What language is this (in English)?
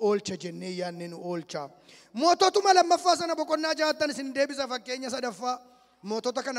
Oromo